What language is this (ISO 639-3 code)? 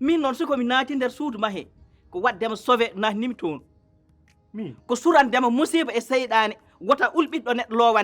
ful